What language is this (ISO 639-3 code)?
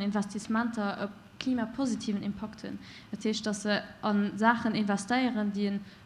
ltz